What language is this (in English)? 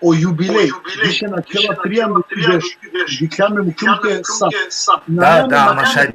Balkan Romani